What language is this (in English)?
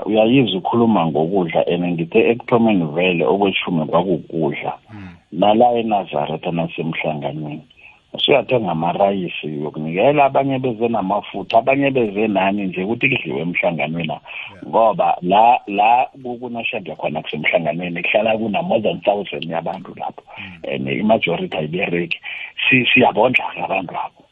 South Ndebele